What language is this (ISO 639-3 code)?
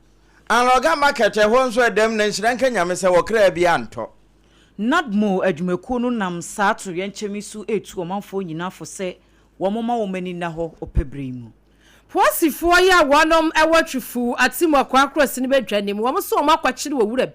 aka